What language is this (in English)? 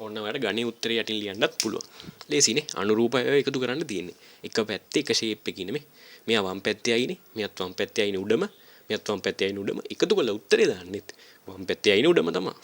Sinhala